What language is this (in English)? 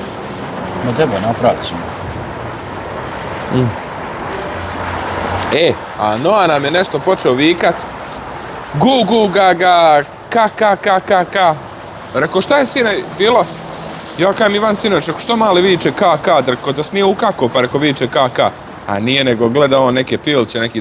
Croatian